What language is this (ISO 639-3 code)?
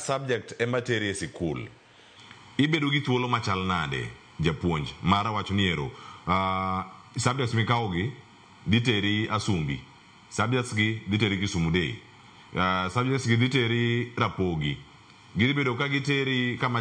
luo